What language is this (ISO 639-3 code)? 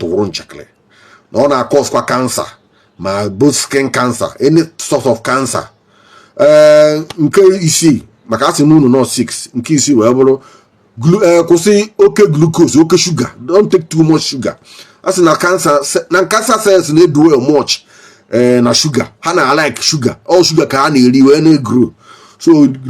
ibo